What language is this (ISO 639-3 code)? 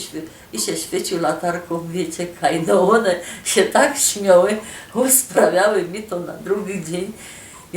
szl